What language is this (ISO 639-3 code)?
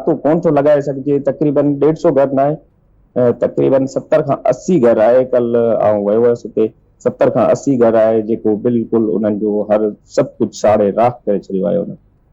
snd